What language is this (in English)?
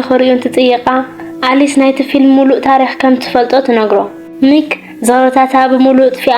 Tigrinya